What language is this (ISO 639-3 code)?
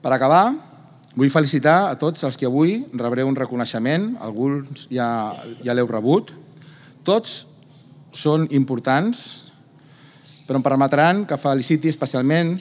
cat